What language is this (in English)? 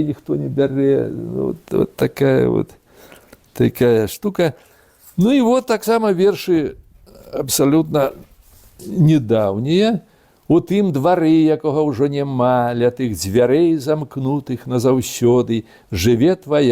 Belarusian